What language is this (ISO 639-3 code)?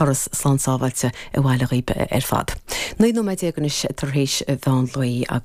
gle